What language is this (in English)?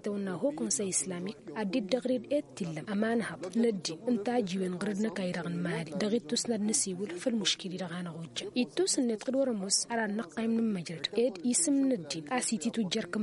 Tamasheq